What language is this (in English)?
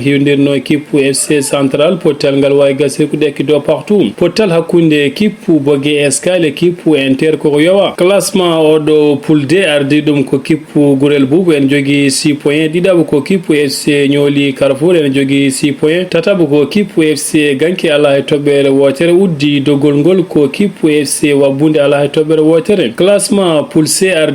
Fula